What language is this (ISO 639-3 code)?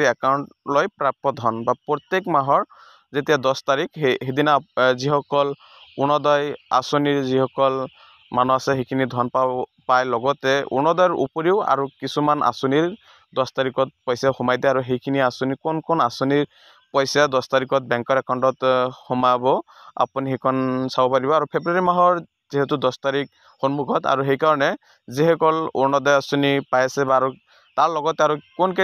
asm